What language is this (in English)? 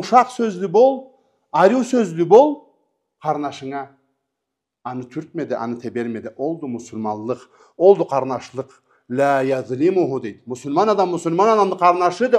Karachay-Balkar